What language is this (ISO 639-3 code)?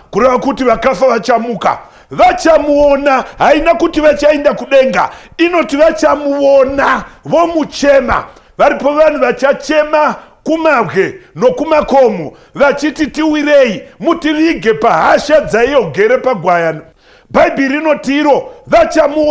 sna